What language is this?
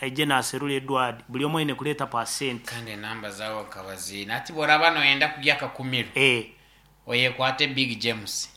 Nyankole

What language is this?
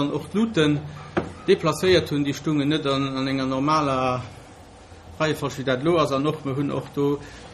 Luxembourgish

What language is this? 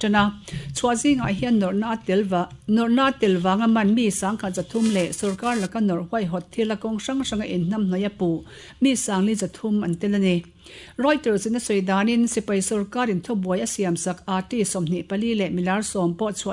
Mizo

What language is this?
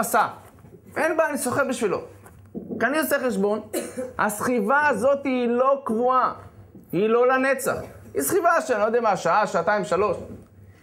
Hebrew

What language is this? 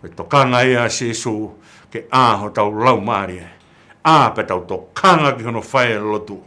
Tongan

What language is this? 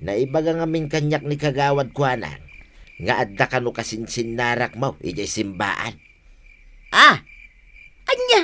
Iloko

